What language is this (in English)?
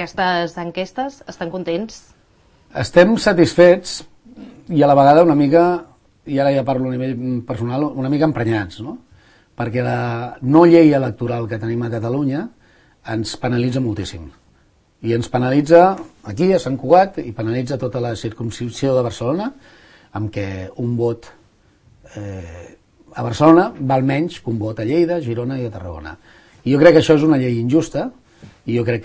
Catalan